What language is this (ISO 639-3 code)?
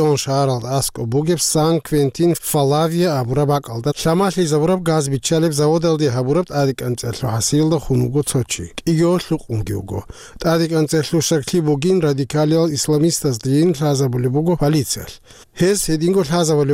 ava